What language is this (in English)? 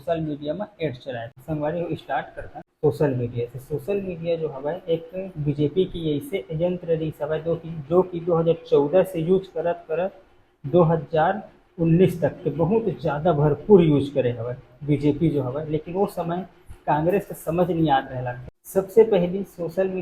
Chhattisgarhi